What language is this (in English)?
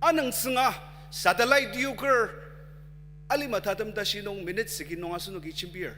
Ao Naga